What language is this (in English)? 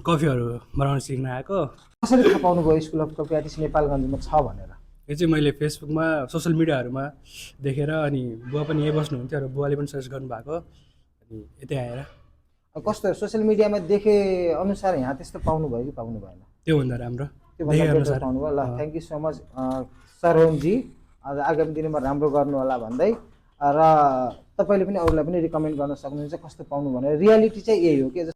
Nepali